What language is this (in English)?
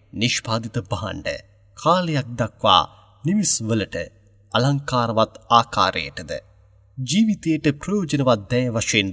Sinhala